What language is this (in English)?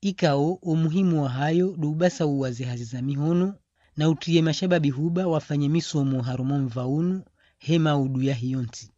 Ngazidja Comorian